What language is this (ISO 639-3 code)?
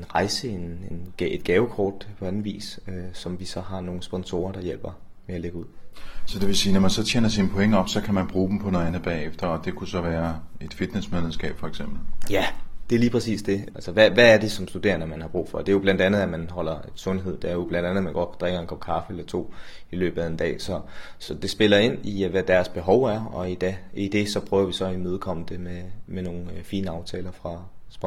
dan